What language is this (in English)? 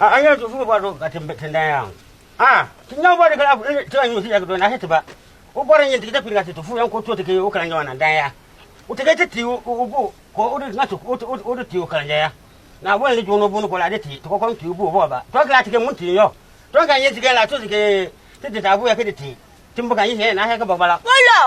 Konkomba